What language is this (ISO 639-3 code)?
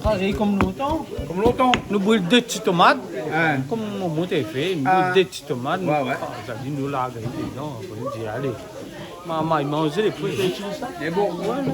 rcf